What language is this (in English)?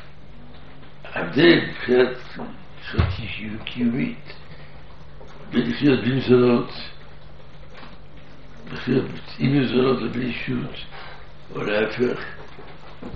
Hebrew